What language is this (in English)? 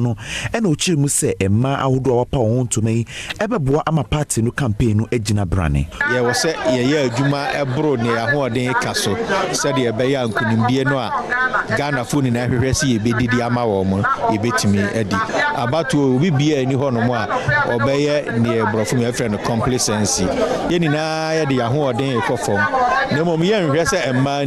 Akan